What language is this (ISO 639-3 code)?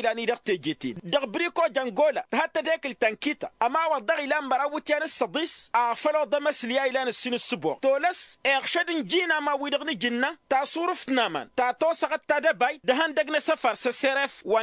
taq